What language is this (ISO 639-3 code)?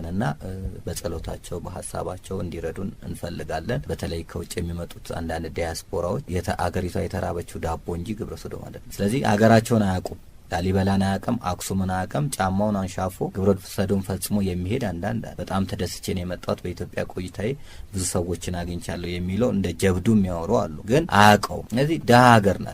amh